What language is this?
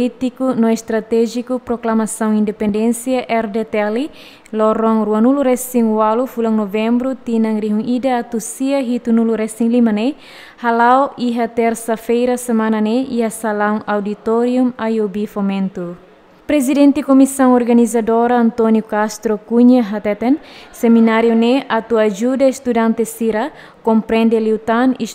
Tetum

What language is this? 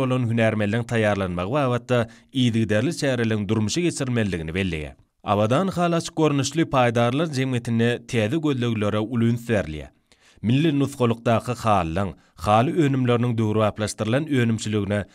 Turkmen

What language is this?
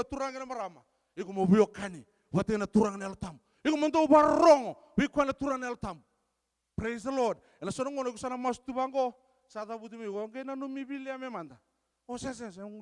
Fijian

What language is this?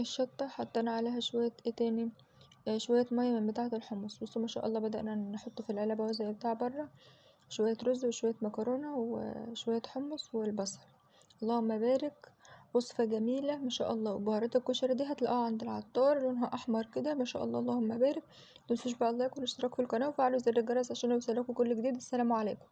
Egyptian Arabic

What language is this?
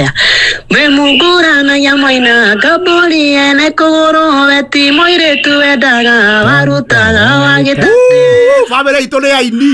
Kikuyu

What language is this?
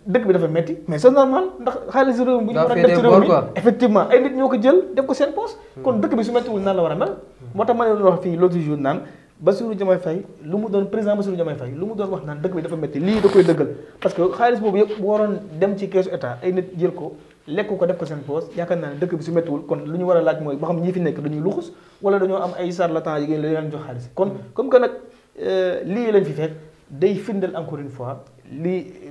Wolof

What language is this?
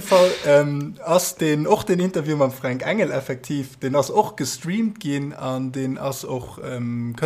Luxembourgish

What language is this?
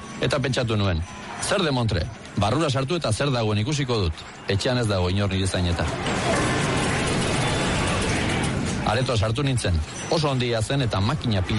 Basque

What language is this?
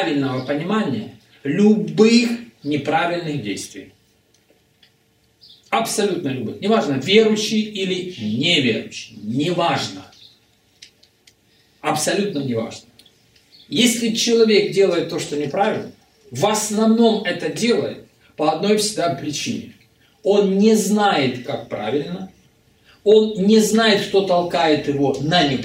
Russian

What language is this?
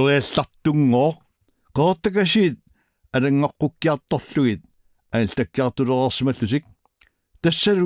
Kalaallisut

